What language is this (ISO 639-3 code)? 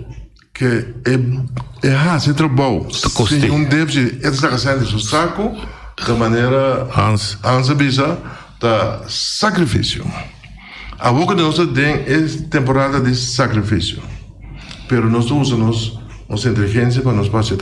pap